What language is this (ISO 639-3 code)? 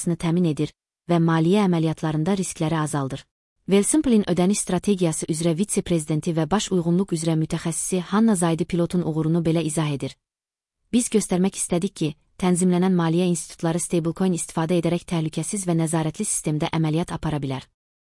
aze